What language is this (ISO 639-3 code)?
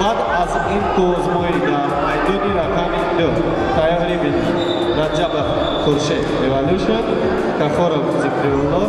tgk